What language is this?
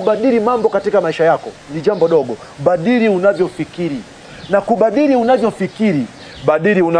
Swahili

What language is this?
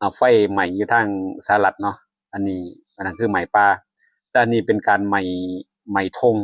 Lao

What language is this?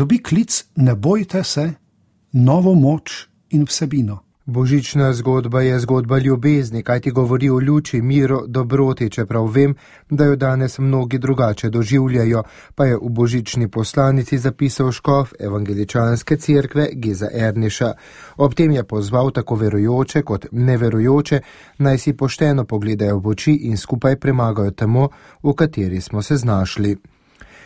Slovenian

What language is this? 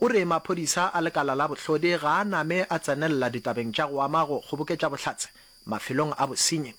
Northern Sotho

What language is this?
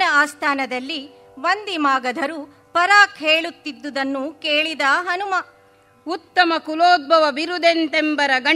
Kannada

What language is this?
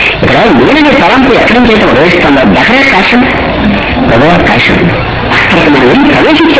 Telugu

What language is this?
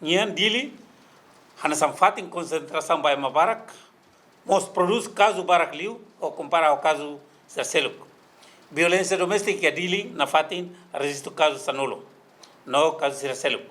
Tetum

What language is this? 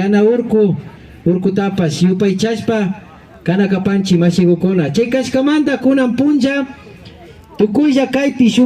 Imbabura Highland Quichua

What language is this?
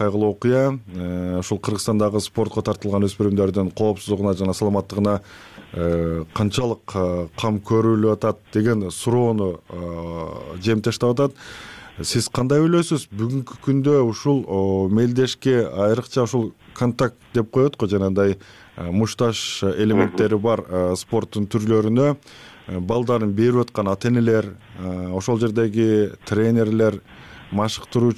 Kyrgyz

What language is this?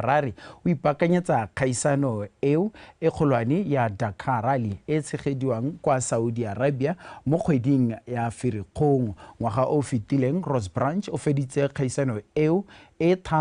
Tswana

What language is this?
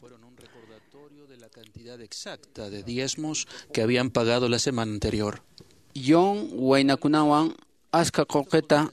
Quechua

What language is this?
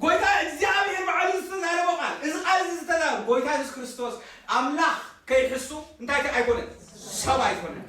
Tigrinya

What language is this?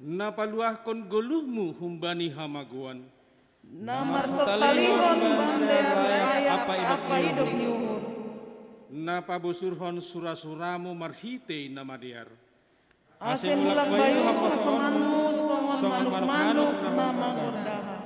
Batak Simalungun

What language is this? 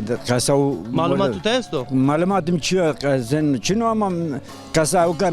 Zaza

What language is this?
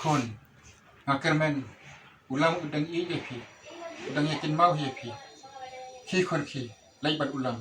Khasi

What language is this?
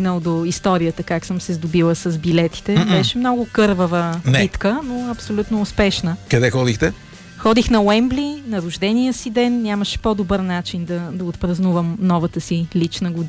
Bulgarian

